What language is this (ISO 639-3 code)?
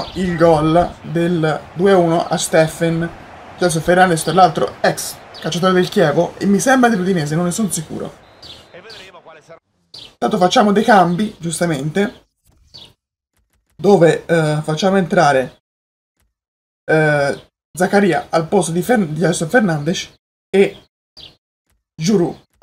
ita